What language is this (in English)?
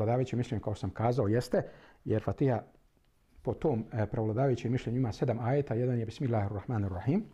Bosnian